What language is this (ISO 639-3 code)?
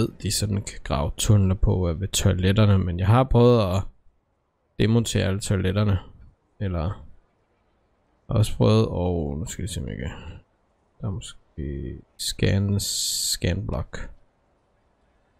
dan